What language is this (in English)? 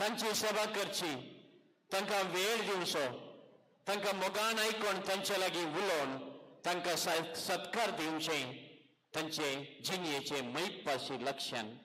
Konkani